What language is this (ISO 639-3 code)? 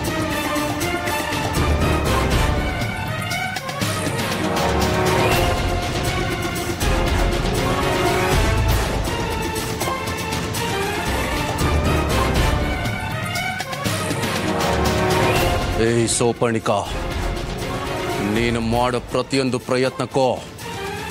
kan